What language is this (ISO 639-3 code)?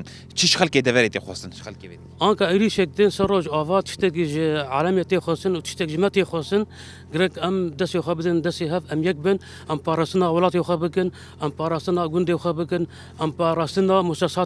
kur